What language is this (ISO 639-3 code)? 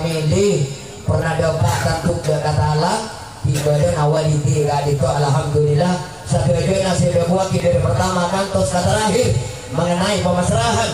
mad